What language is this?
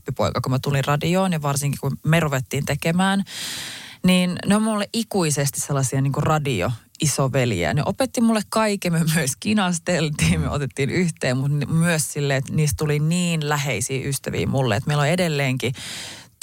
Finnish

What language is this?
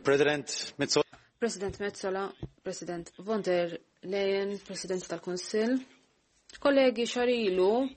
Maltese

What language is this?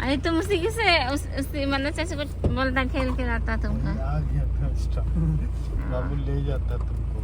Santali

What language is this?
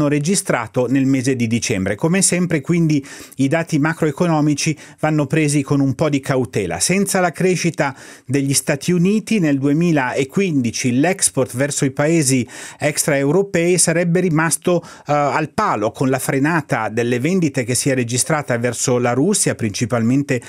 Italian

